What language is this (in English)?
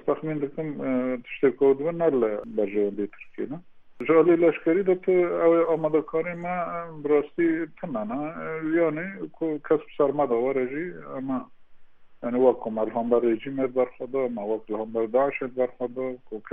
Kurdish